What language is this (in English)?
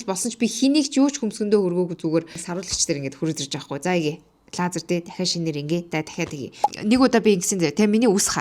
Mongolian